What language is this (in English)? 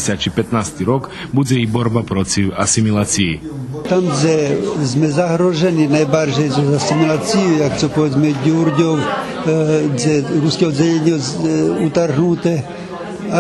Rusyn